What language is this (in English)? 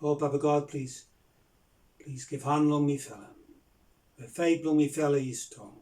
Bislama